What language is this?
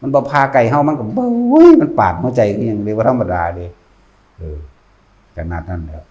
Northeastern Thai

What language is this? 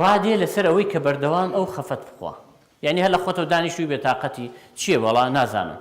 Central Kurdish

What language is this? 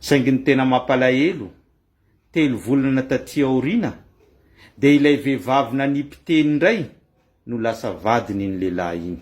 Malagasy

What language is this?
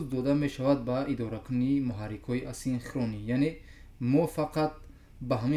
Tajik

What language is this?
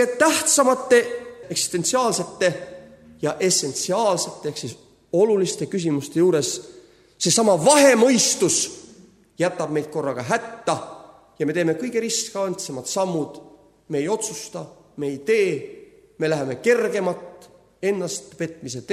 Estonian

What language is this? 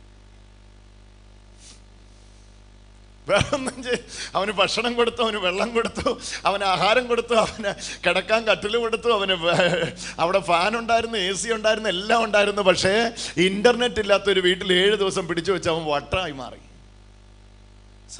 Malayalam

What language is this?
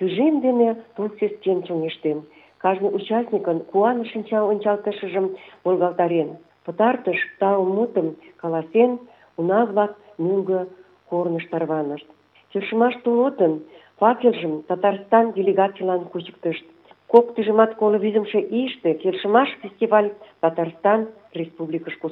Mari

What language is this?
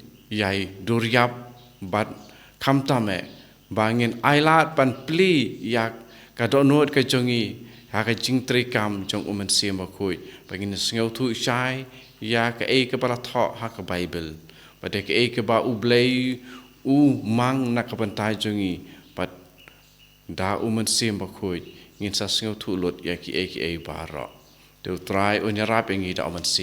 Khasi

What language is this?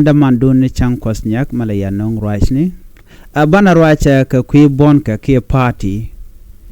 Nuer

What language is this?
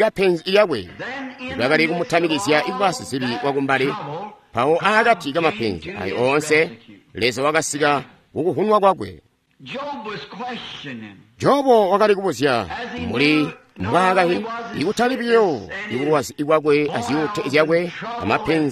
Tonga (Zambia)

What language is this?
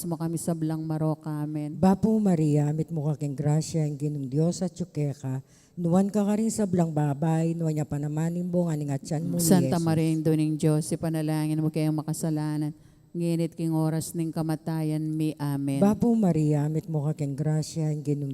Pampanga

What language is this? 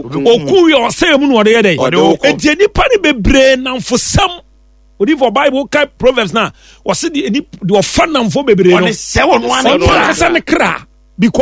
Akan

